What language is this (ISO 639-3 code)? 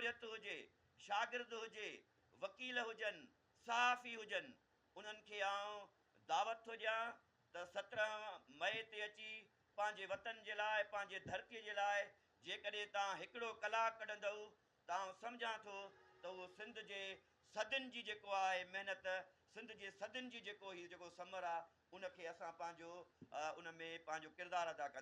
snd